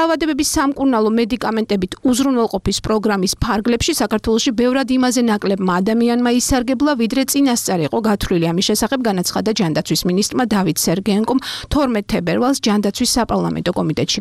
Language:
Georgian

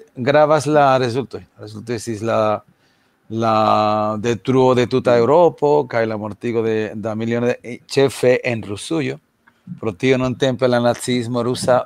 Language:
Esperanto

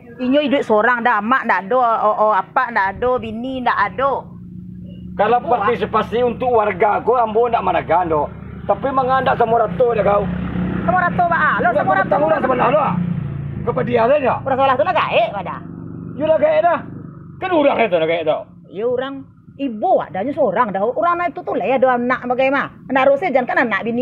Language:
Minangkabau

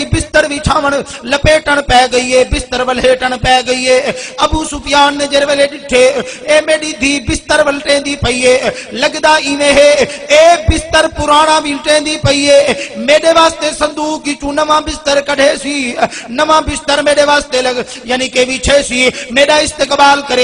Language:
Saraiki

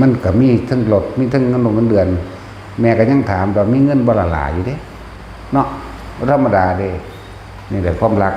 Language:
Northeastern Thai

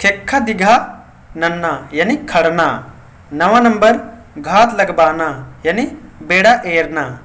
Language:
Kurukh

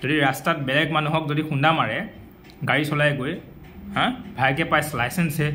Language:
Assamese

